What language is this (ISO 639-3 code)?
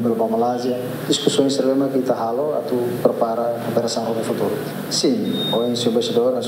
tet